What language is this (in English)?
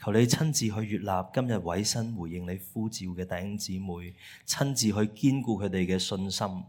Cantonese